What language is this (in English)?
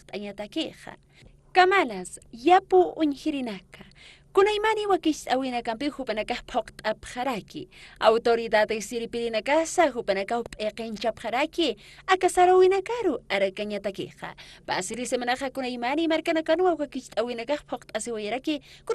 Aymara